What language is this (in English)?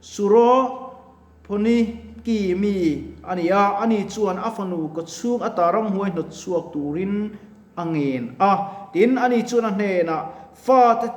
Mizo